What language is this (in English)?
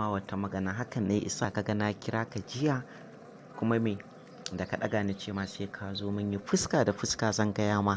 Hausa